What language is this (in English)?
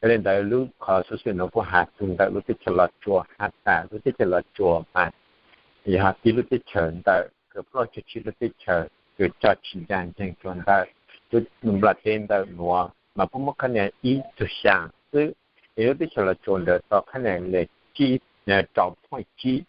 Hmong